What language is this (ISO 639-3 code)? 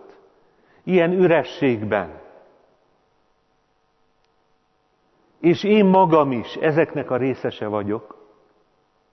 hun